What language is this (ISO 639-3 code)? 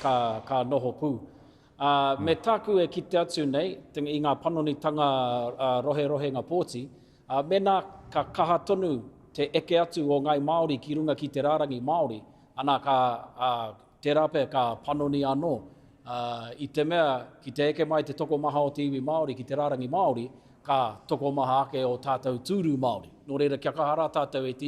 mri